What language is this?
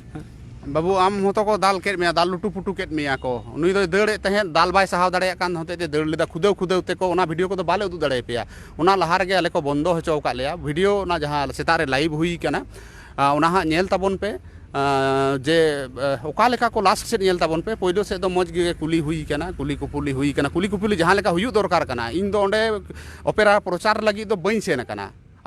Santali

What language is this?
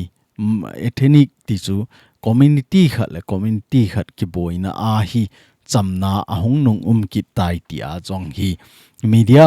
Thado Chin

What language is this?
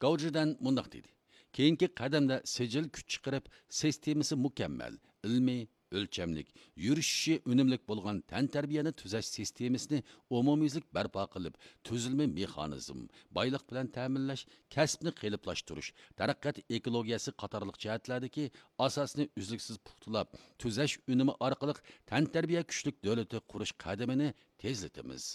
Uyghur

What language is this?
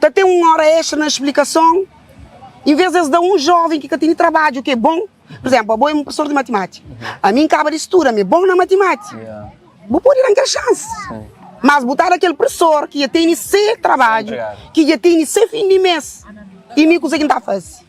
Kabuverdianu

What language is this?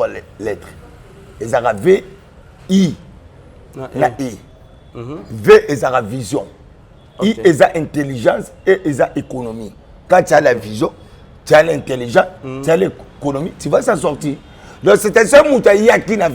Lingala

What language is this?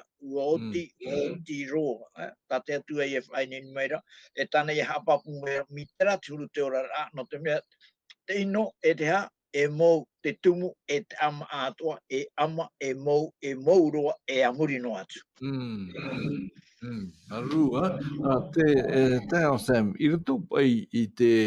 Tahitian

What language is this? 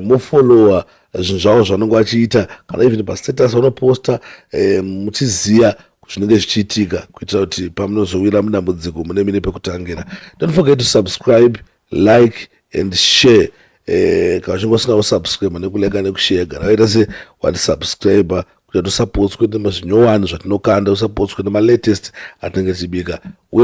Shona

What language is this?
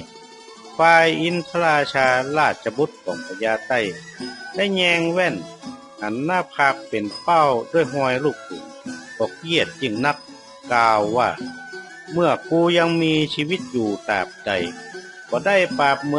Northern Thai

